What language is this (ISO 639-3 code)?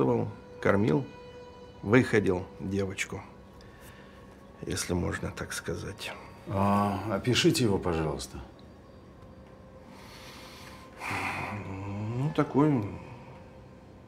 rus